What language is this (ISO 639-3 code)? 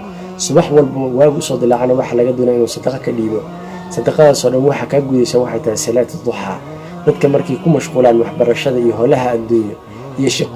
som